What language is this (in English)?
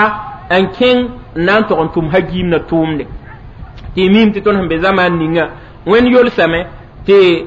Mossi